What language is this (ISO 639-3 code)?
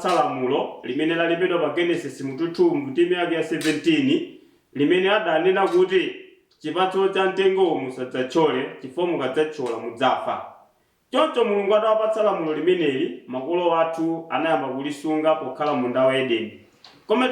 nya